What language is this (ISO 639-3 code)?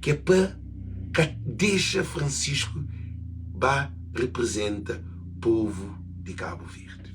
kea